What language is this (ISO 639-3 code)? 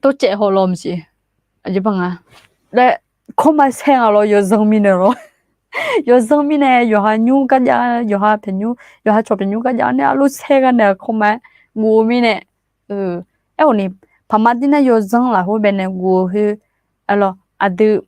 ahk